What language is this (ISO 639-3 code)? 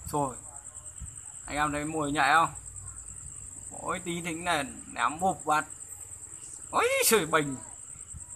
vie